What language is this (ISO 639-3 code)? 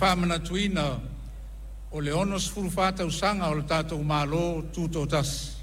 smo